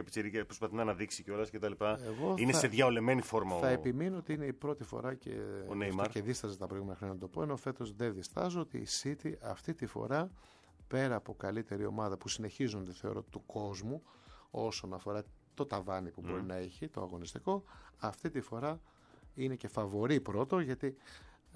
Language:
Greek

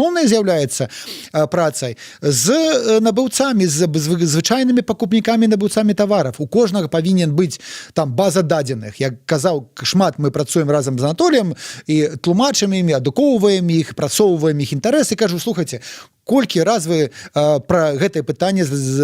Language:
Belarusian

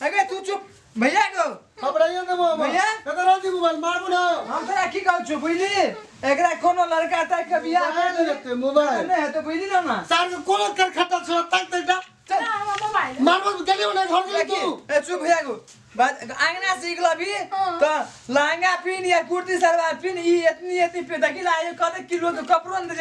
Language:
Maithili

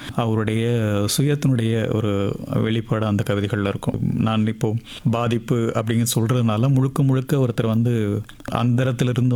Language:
Tamil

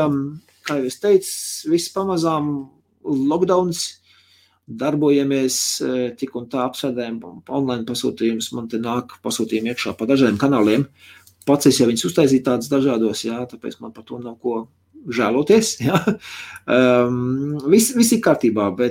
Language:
Latvian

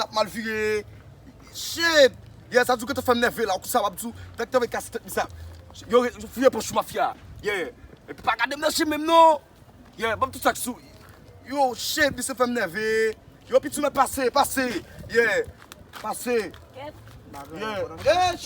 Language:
Haitian Creole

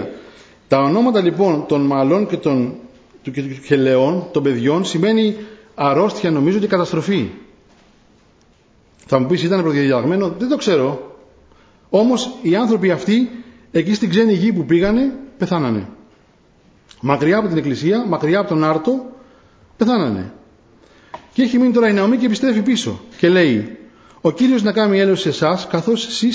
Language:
Greek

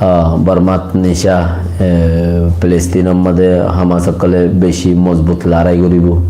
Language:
Rohingya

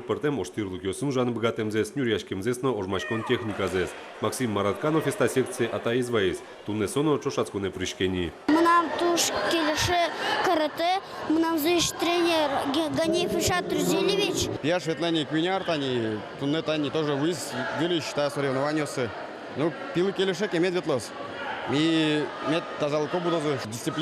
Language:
Udmurt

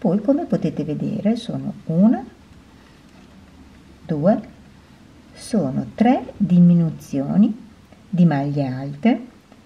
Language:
Italian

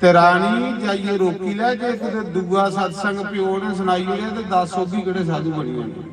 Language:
Dogri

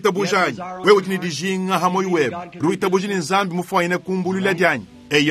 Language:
Luba-Lulua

